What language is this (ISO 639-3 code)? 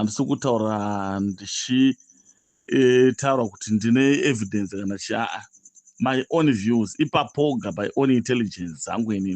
sna